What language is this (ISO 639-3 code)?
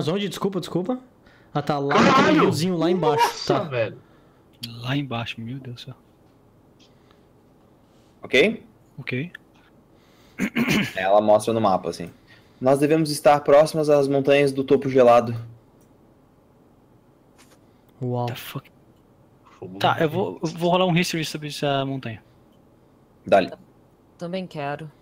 por